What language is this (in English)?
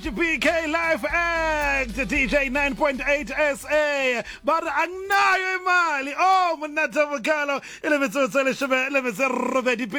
Southern Sotho